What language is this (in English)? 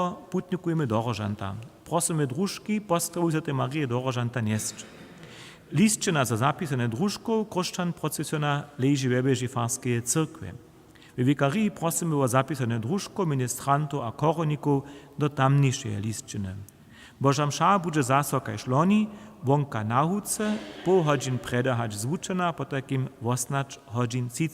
Upper Sorbian